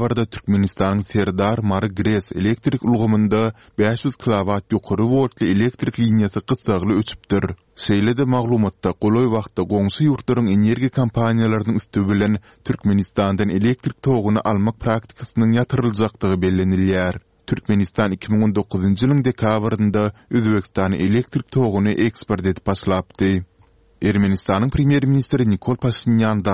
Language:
Turkmen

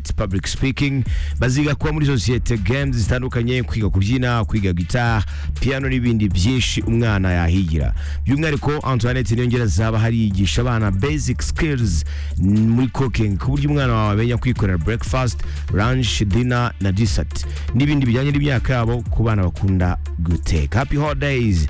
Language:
Kinyarwanda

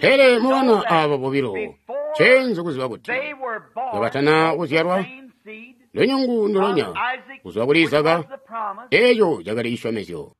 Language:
Tonga (Zambia)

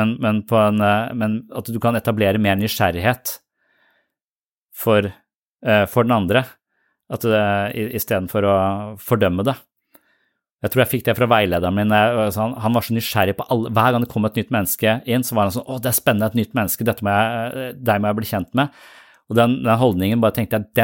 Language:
Norwegian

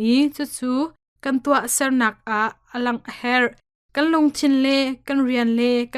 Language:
Hakha Chin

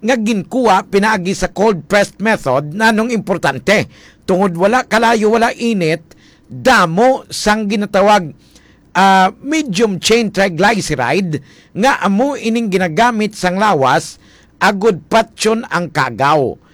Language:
Hiligaynon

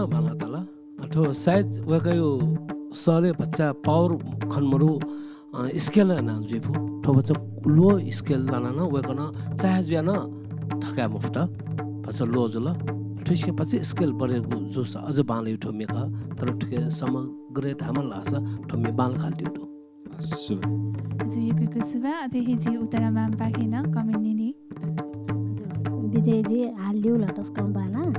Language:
Newari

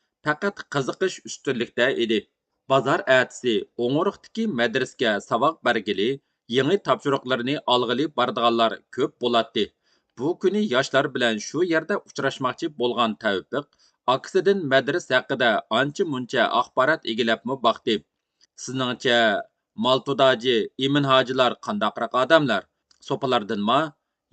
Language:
Uyghur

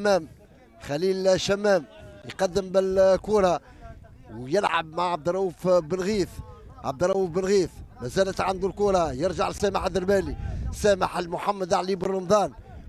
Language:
Tunisian Arabic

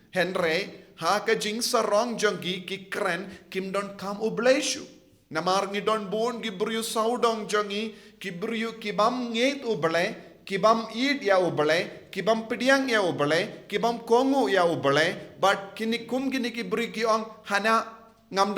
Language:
Khasi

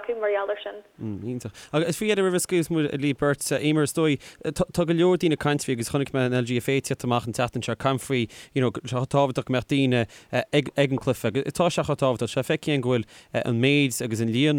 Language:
Irish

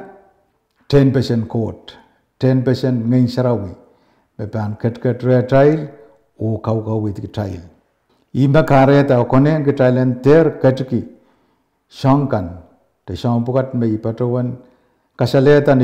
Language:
Pohnpeian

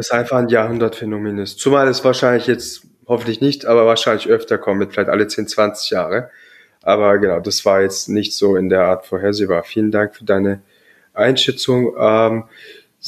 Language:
German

